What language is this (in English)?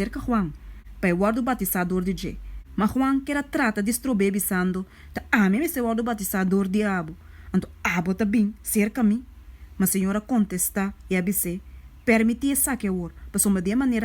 Papiamento